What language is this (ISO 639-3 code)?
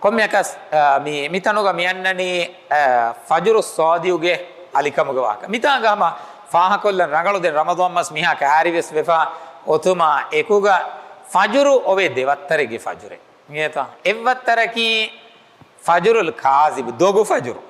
div